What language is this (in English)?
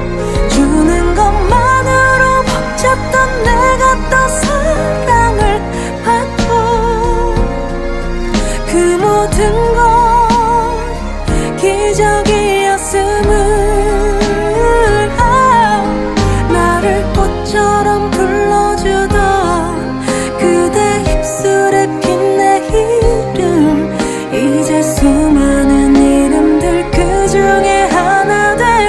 Korean